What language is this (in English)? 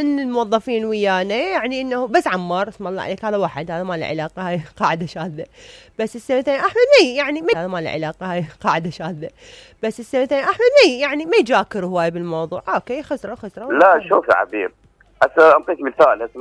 Mesopotamian Arabic